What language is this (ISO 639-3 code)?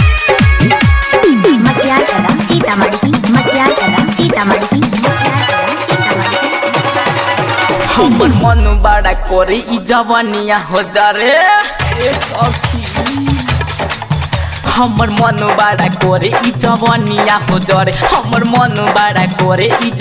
bho